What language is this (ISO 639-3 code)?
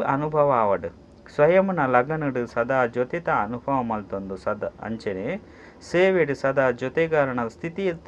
tcy